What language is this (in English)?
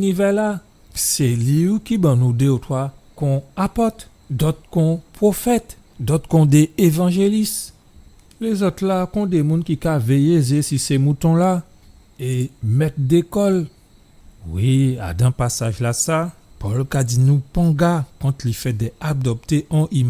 Guadeloupean Creole French